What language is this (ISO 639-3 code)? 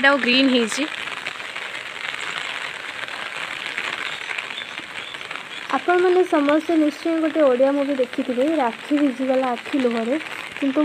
ori